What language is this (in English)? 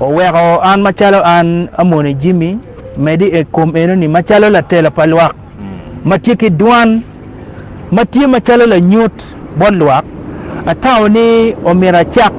Acoli